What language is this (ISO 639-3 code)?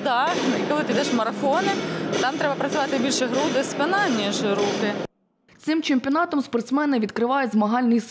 ukr